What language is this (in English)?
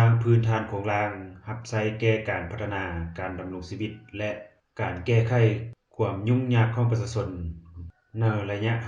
Lao